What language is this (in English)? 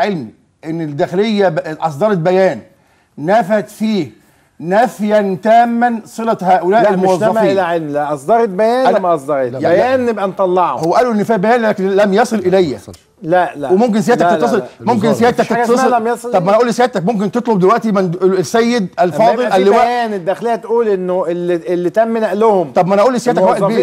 Egyptian Arabic